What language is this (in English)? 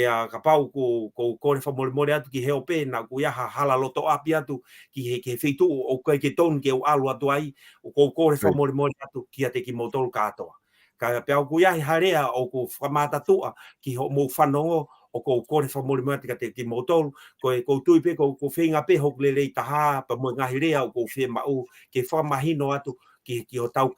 Tongan